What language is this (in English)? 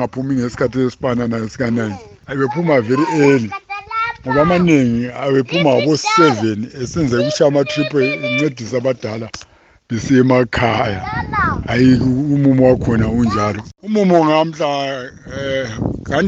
North Ndebele